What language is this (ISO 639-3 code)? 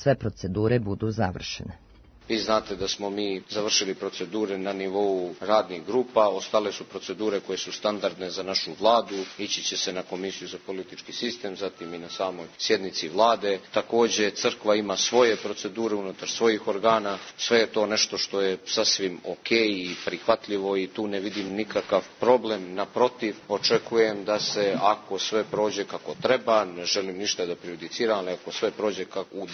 srp